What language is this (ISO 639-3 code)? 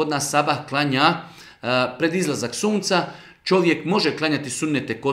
bos